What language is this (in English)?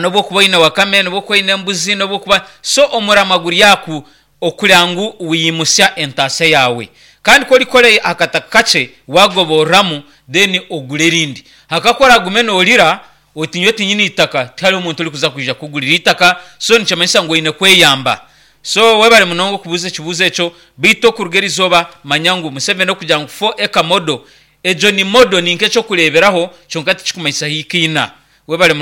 Nyankole